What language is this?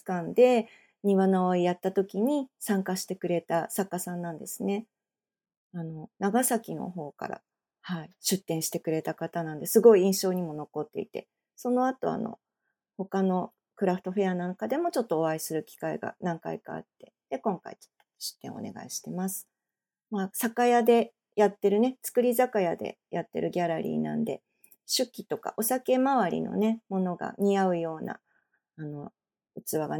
Japanese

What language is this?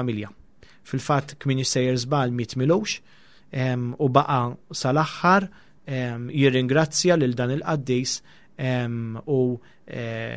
Maltese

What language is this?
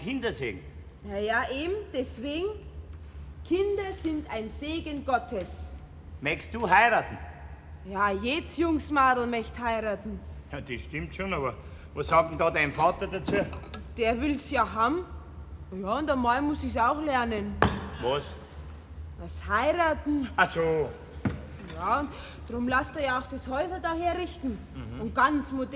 Bavarian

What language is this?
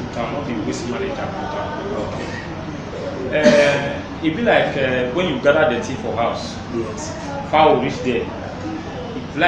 Nigerian Pidgin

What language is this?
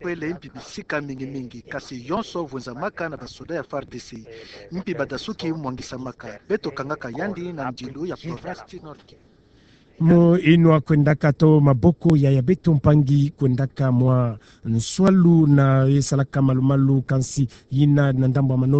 Kituba (Democratic Republic of Congo)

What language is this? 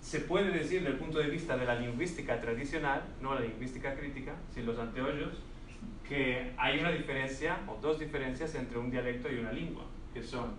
Ladino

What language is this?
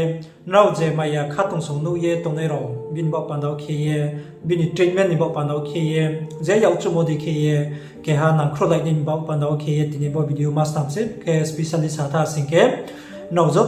Riang (India)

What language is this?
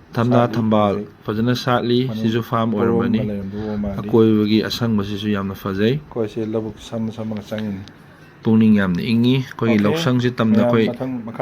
Manipuri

